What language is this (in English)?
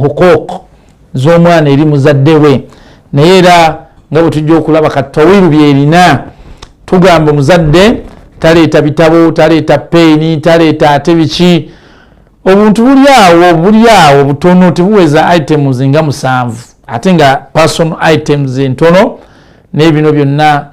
Ganda